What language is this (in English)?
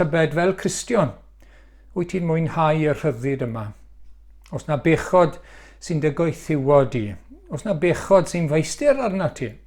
Welsh